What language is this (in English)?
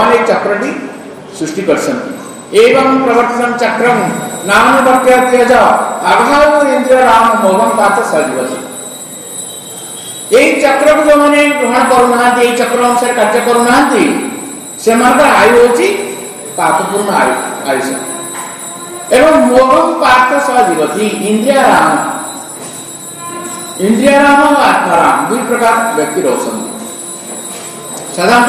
Odia